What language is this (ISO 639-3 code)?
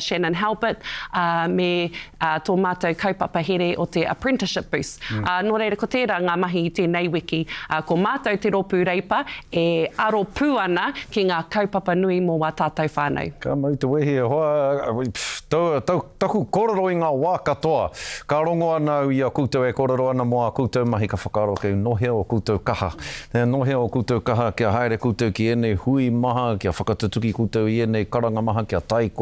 mri